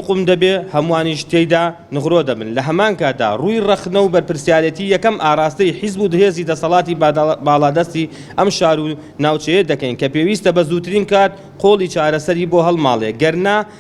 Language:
Central Kurdish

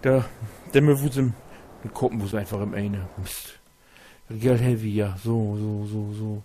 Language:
Low German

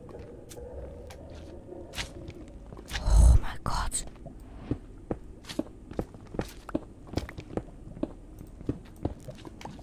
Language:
Dutch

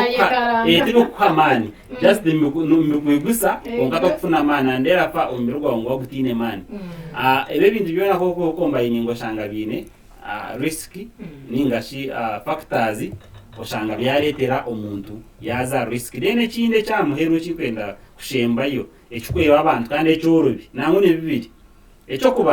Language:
Nyankole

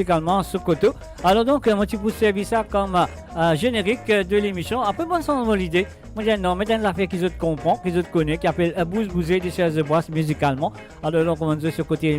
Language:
Morisyen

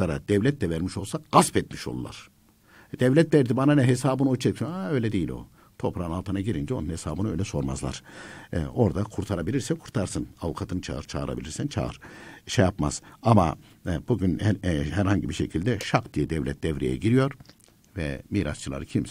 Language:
Turkish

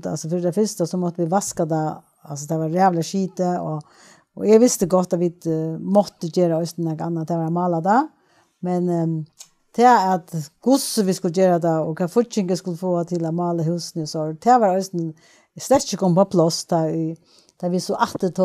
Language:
Faroese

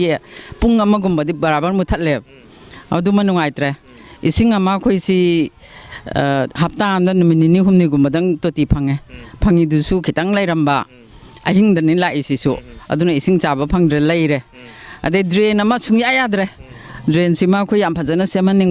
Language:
Manipuri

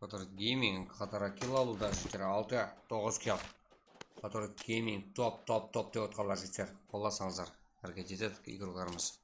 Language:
Kara-Kalpak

